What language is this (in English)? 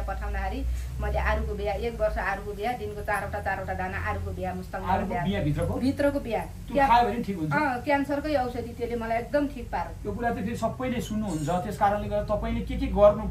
Nepali